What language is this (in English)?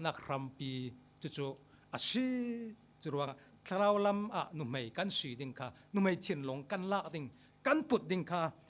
Falam Chin